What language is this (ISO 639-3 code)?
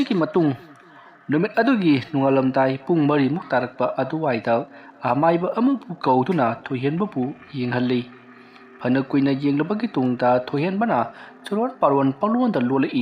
mni